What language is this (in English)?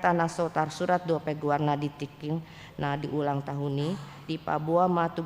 Batak Toba